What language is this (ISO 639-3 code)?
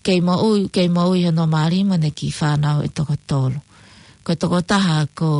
ton